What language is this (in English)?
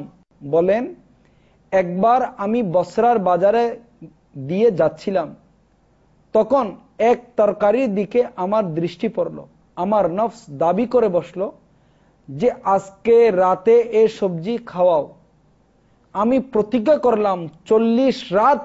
Bangla